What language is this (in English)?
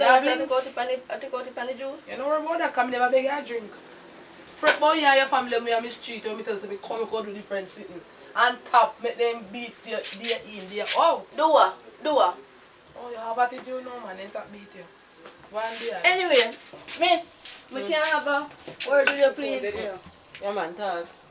Jamaican Creole English